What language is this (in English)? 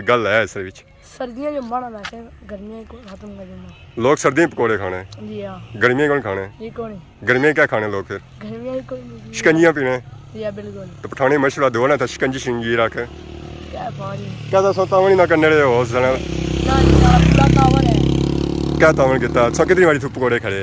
Pahari-Potwari